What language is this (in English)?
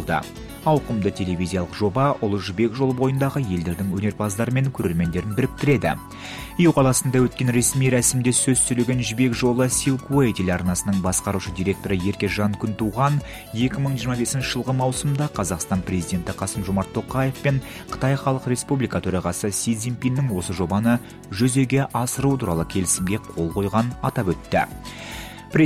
Kazakh